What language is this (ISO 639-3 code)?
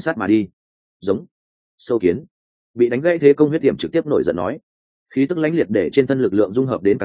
vie